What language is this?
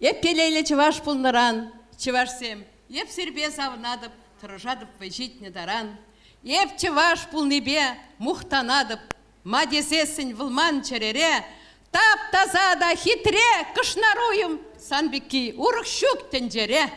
Chuvash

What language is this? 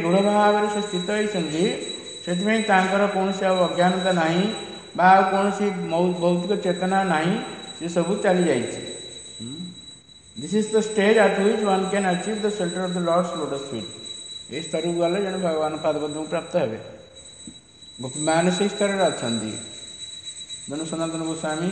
Odia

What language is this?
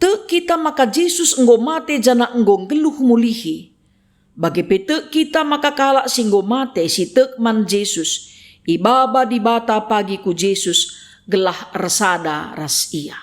Batak Karo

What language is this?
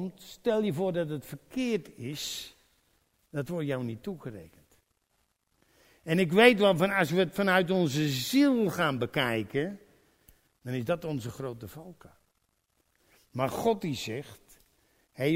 Dutch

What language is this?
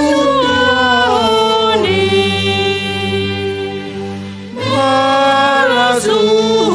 Batak Simalungun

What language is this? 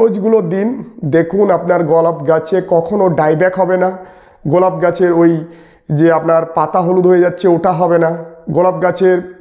Bangla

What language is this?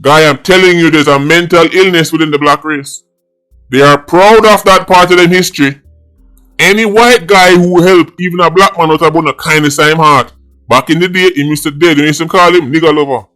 Jamaican Creole English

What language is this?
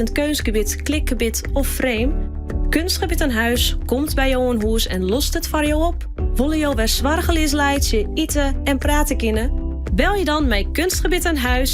Western Frisian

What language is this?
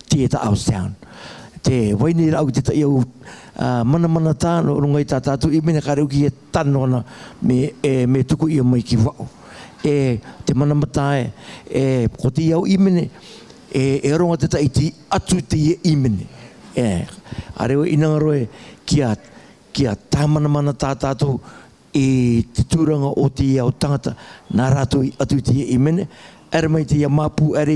Rarotongan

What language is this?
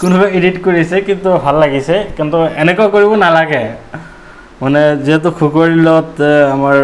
Assamese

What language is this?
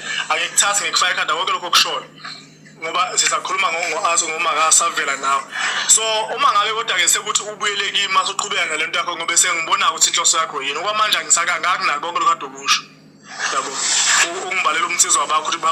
Zulu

